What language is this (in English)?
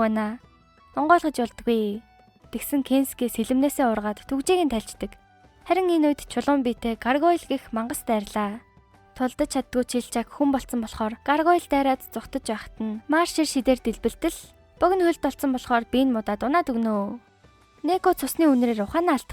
Mongolian